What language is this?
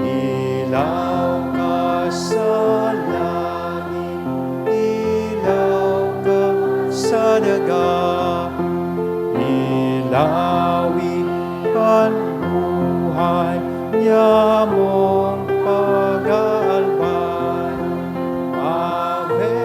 Bikol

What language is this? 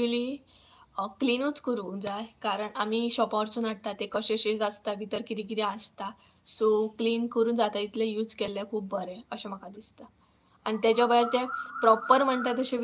Konkani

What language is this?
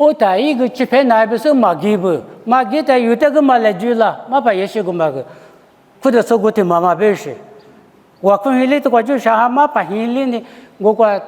Lisu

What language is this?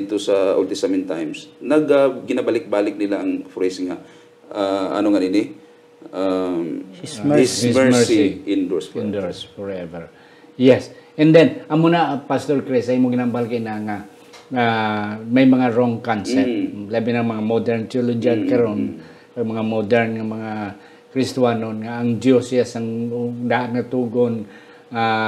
Hiligaynon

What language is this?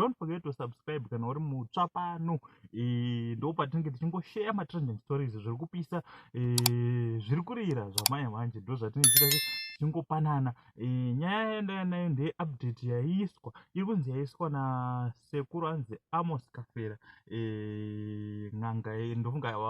Shona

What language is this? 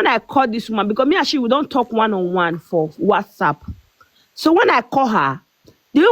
Nigerian Pidgin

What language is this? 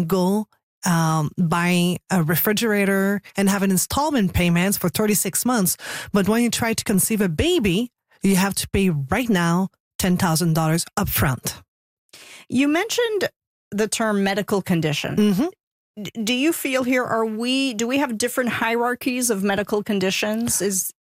English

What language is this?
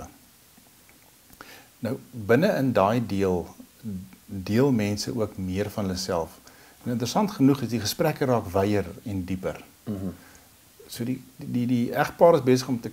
Afrikaans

